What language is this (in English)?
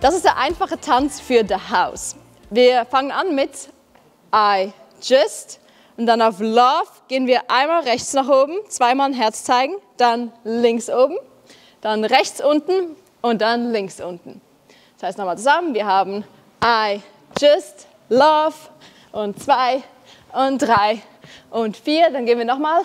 Swiss German